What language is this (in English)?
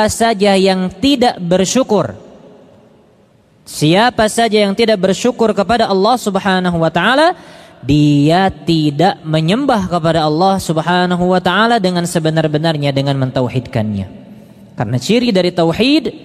Indonesian